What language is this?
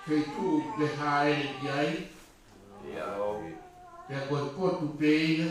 Tongan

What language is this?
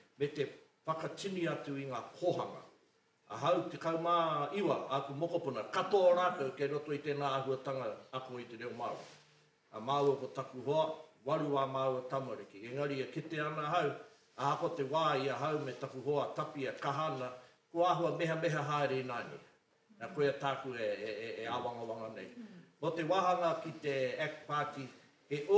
Māori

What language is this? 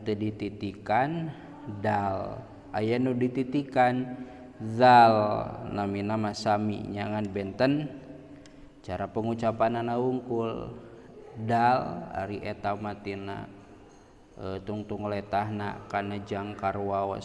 Sundanese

